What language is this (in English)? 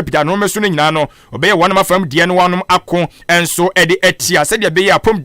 Akan